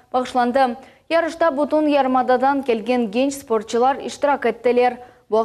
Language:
Crimean Tatar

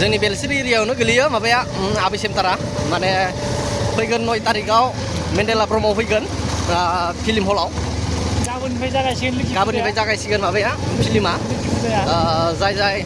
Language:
Bodo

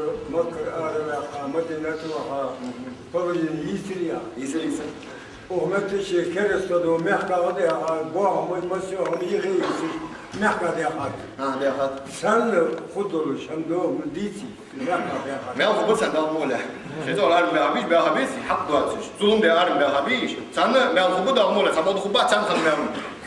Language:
Ingush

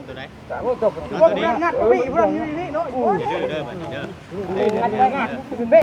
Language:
Northeastern Thai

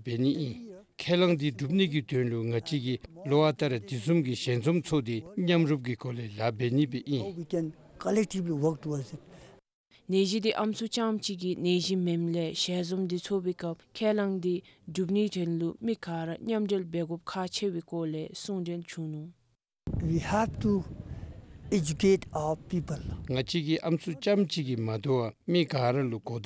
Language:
Dzongkha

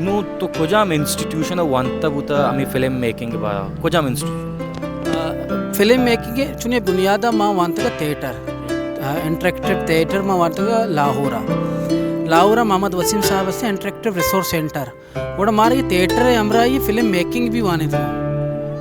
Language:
Baluchi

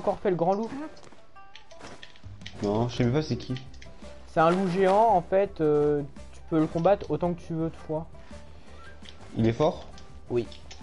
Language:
French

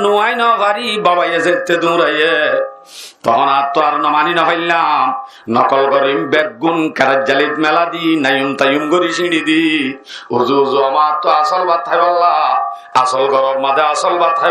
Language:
Rohingya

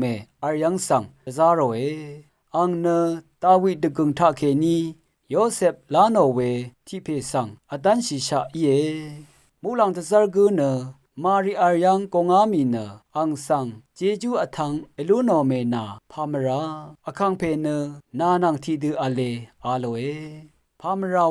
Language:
Rawang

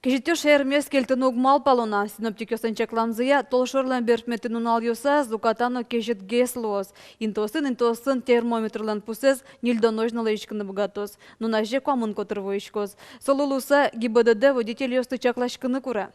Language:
Udmurt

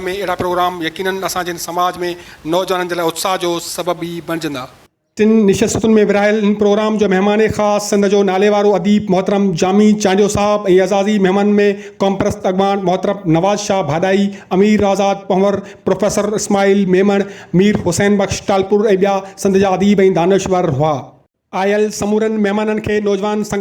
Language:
Sindhi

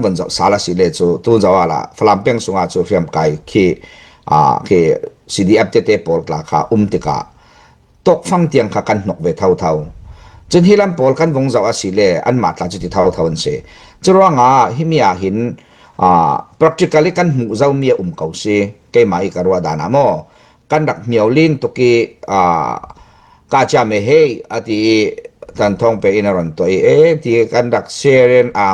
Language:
Falam Chin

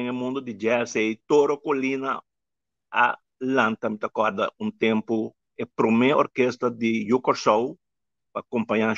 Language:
Papiamento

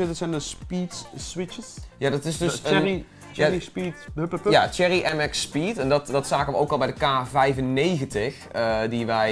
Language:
Dutch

